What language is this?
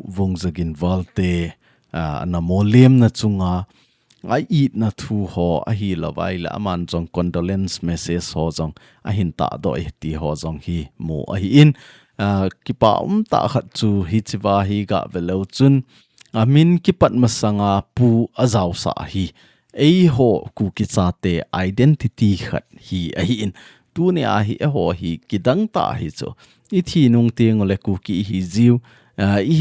Thado Chin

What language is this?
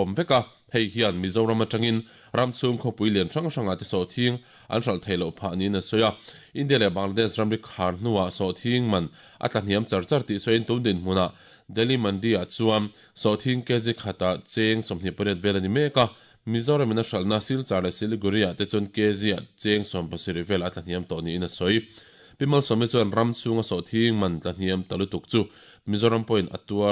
Mizo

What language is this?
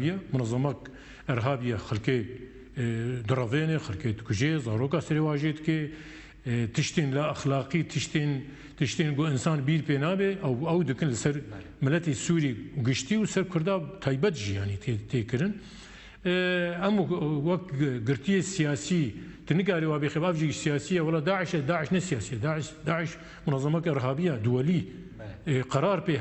Kurdish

